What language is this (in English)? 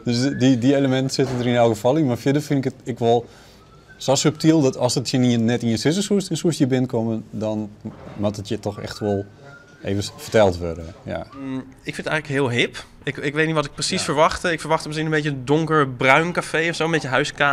Western Frisian